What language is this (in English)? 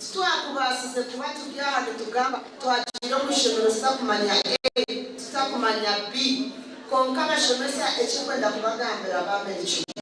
Nyankole